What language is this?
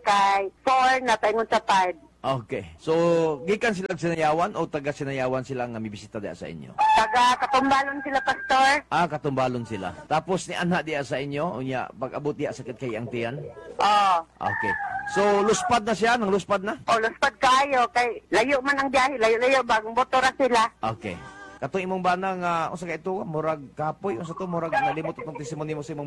Cebuano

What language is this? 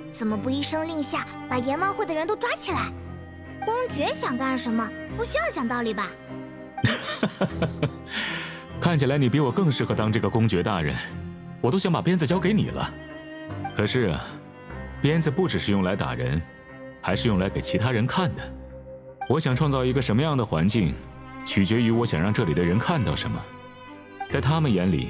Chinese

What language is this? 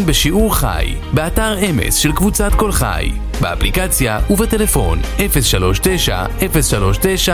Hebrew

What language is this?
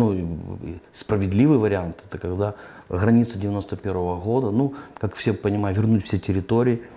Russian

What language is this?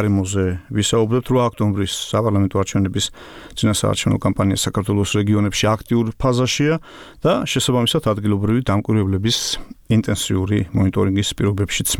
Georgian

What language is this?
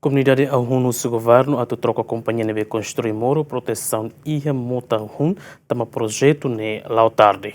Tetum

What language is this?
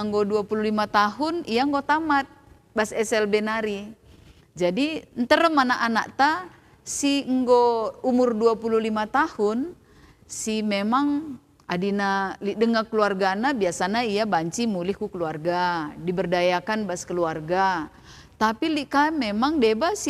Batak Karo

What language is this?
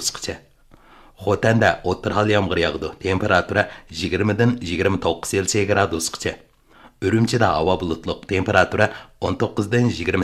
Uyghur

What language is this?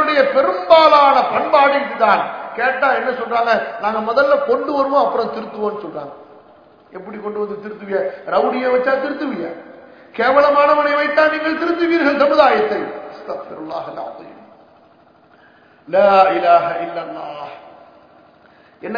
Tamil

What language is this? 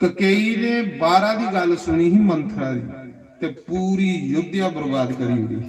Dogri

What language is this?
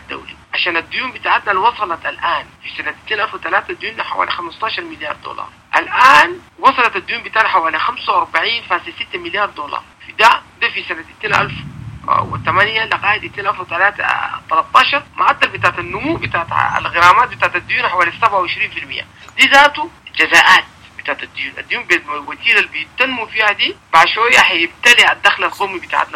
Sudanese Arabic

